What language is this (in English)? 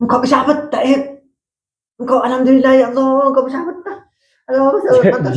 Madurese